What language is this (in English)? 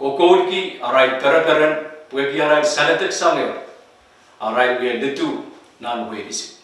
Pohnpeian